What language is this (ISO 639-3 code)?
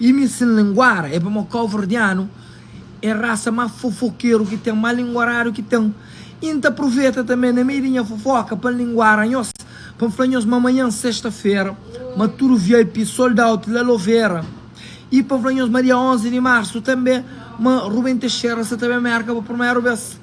kea